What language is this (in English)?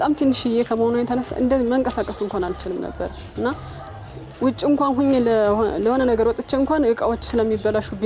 Amharic